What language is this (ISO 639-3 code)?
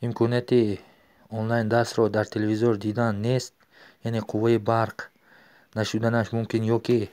tgk